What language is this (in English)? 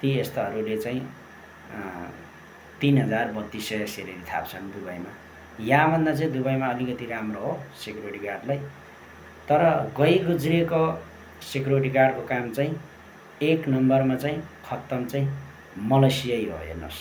Nepali